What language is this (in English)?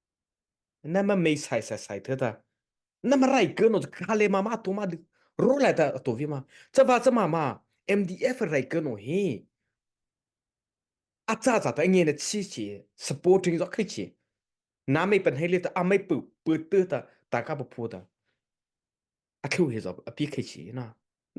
Mara Chin